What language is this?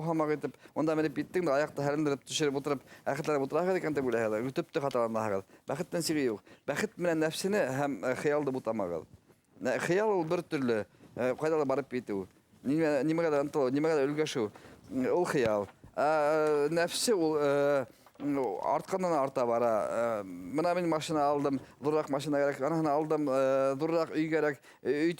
Bashkir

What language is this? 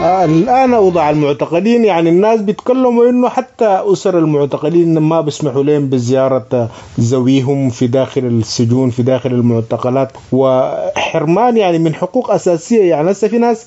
Sudanese Arabic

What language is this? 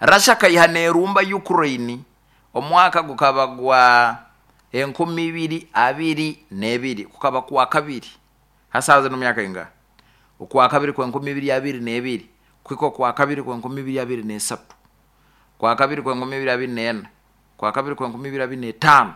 Nyoro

